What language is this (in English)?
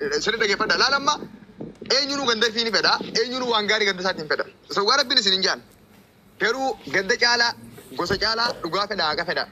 Oromo